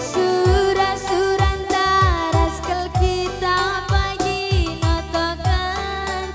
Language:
Batak Karo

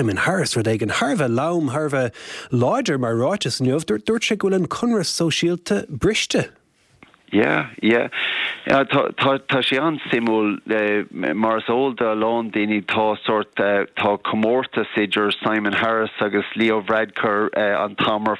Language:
Irish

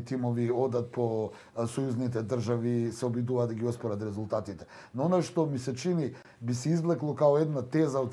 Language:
Macedonian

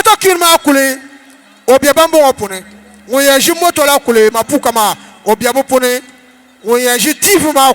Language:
Dagbani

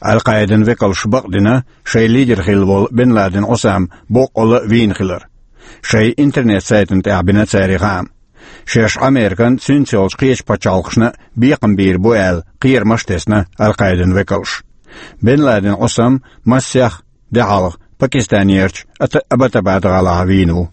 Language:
Chechen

